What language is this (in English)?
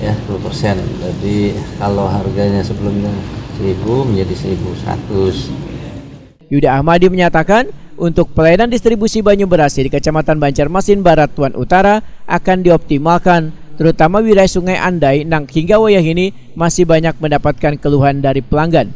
Banjar